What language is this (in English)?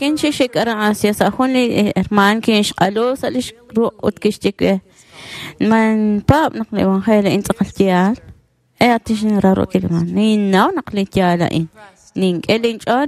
Kekchí